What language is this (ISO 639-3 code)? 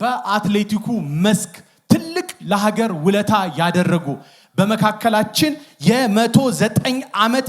amh